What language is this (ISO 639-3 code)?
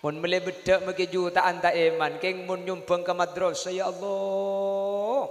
mad